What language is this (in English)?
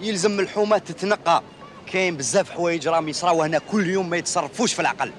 Algerian Arabic